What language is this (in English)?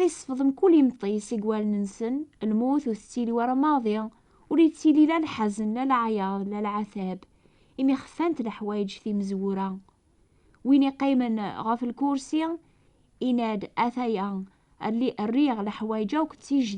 Kabyle